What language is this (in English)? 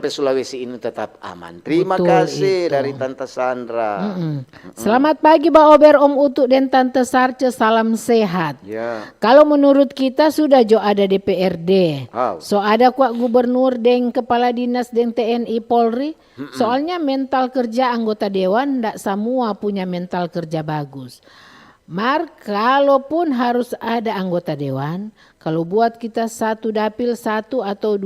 Manado Malay